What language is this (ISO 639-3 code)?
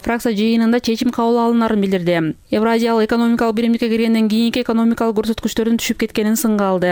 kir